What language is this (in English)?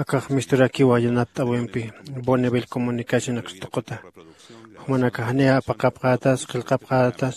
Aymara